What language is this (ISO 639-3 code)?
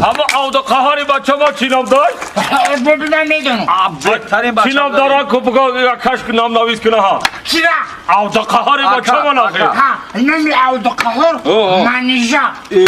tgk